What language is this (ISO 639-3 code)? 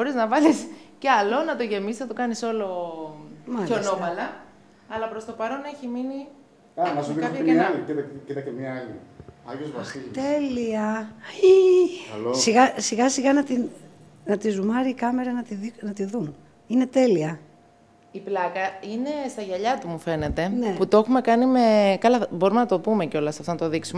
ell